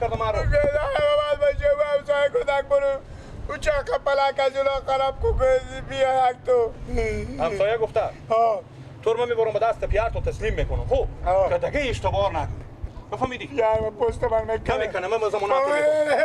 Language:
Persian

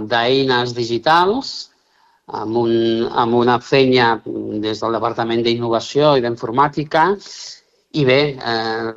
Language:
Catalan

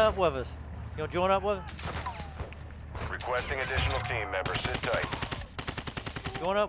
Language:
English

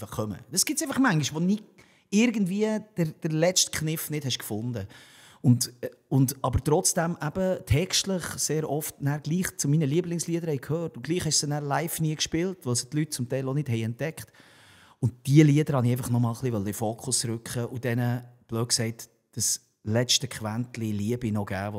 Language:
Swiss German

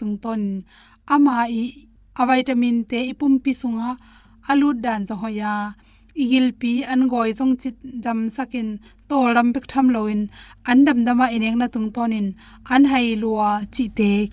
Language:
Tedim Chin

